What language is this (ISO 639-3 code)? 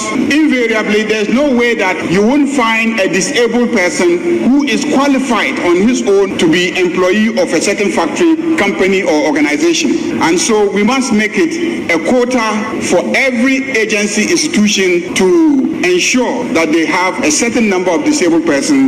aka